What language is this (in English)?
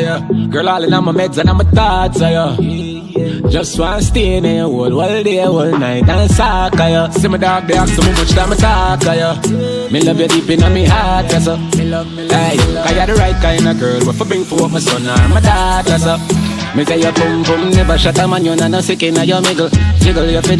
Jamaican Creole English